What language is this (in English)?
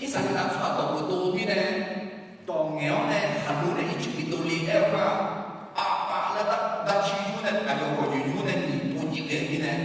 Akha